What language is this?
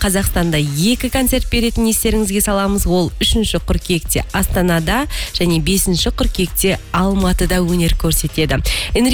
Kazakh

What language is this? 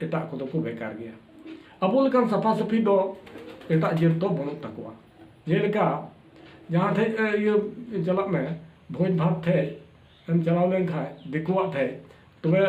Santali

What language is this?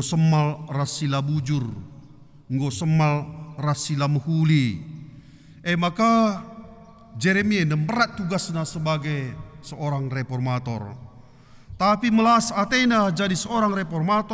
Batak Karo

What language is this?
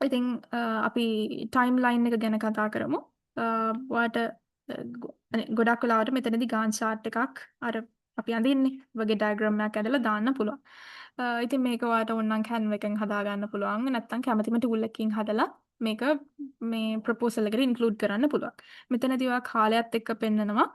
Sinhala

